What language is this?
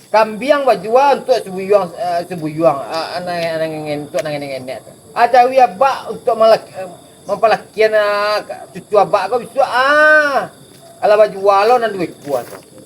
Minangkabau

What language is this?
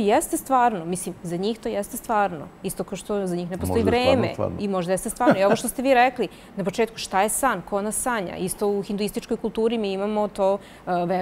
Serbian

